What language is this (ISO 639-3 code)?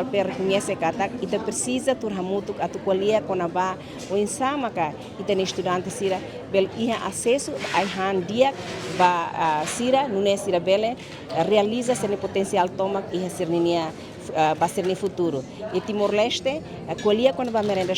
tet